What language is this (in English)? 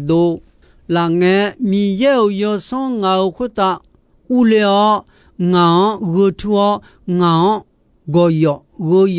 Akha